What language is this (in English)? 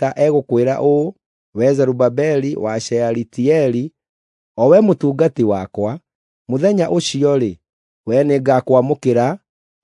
Kikuyu